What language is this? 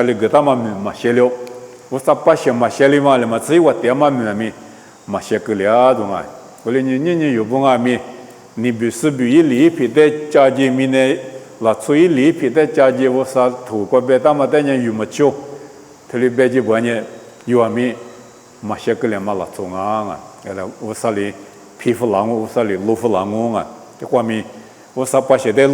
Lisu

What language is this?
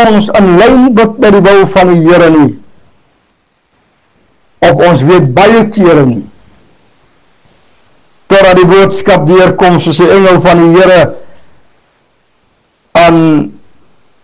Afrikaans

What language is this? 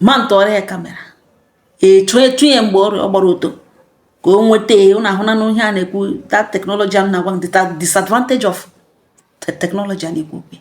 Igbo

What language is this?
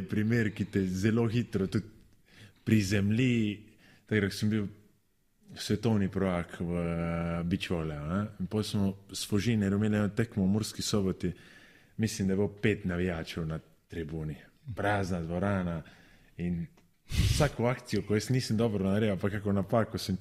Slovenian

